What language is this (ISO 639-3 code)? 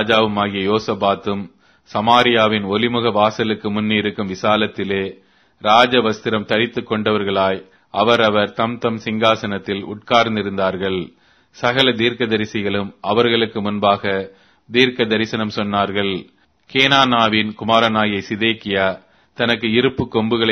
tam